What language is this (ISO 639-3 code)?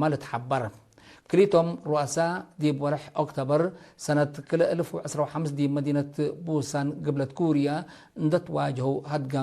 tig